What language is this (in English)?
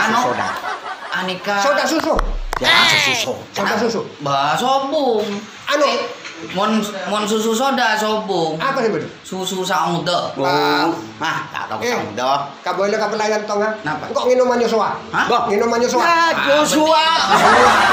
Madurese